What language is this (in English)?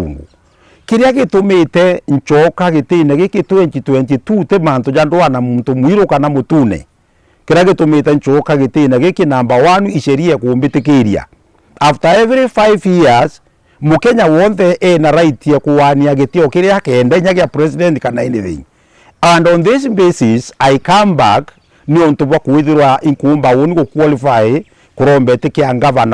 Meru